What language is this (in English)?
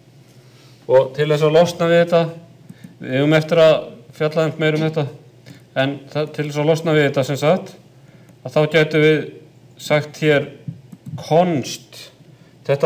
Icelandic